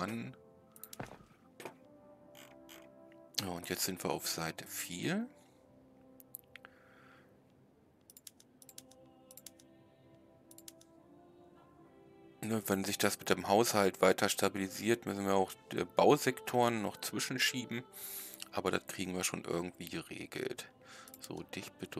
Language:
German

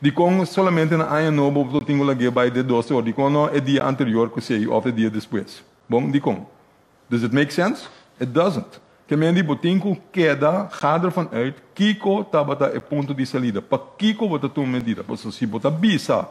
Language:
Papiamento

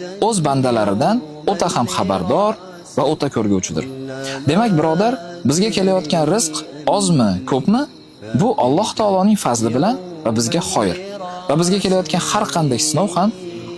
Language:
Uzbek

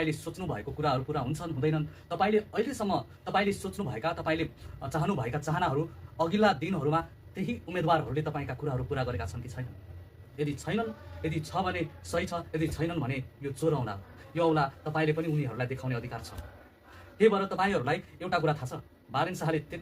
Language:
Nepali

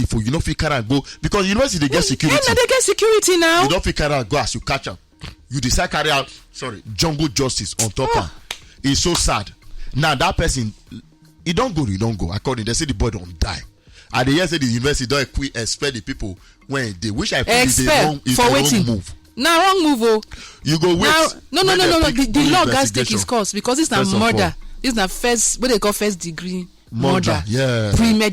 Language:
Nigerian Pidgin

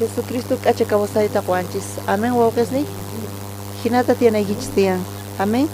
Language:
South Bolivian Quechua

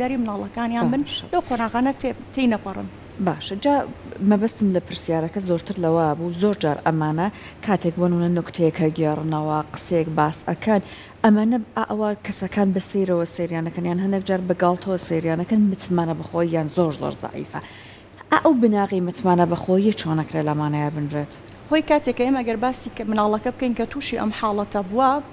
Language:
Central Kurdish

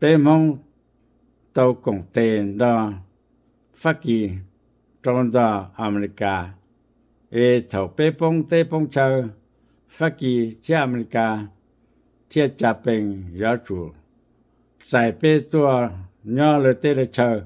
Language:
Hmong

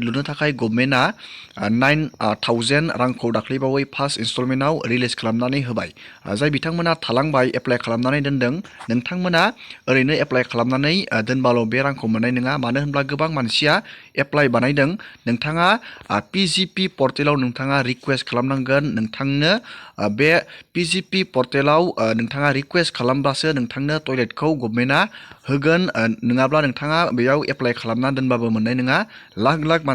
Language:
Bodo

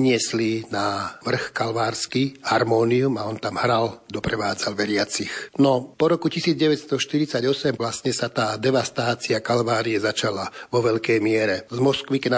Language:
Slovak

